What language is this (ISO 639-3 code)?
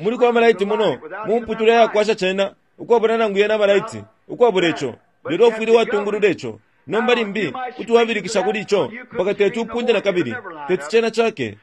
bem